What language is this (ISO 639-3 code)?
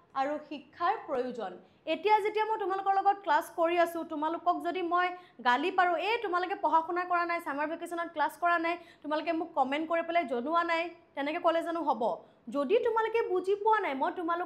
asm